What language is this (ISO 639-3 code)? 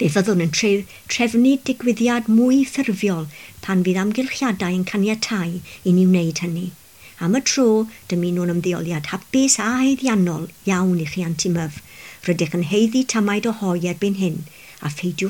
cym